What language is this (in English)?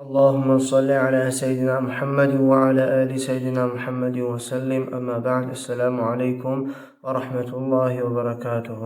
Kumyk